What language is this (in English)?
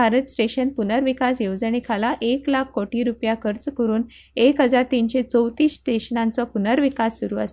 Konkani